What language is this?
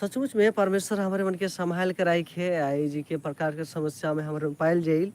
Sadri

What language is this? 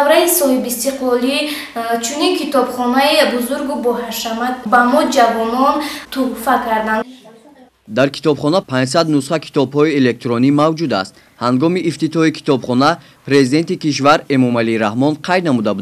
Tajik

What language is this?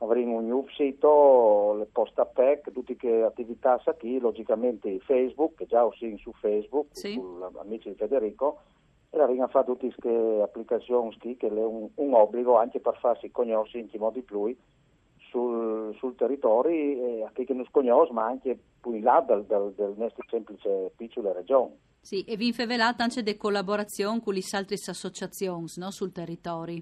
Friulian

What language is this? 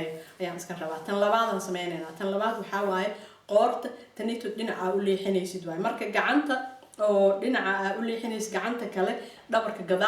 Somali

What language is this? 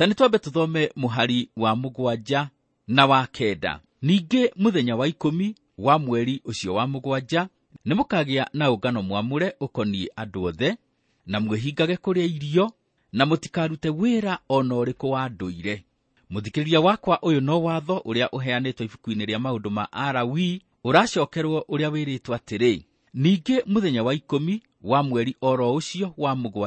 Kikuyu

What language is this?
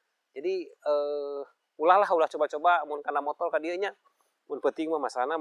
Sundanese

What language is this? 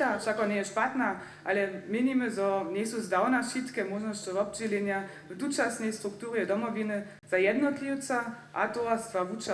Upper Sorbian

